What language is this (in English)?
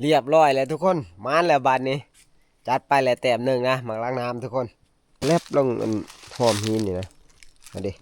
Northeastern Thai